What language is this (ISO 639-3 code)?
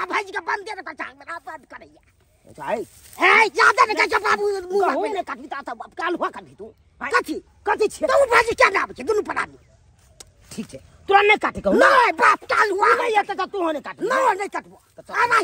mai